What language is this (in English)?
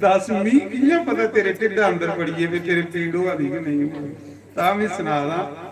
Dogri